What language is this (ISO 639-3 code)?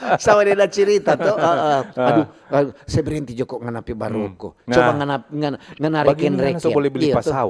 xmm